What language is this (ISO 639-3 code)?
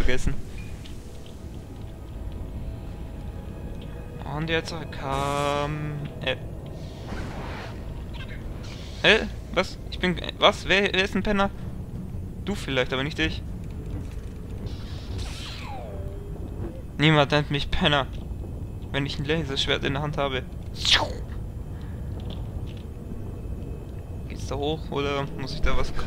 deu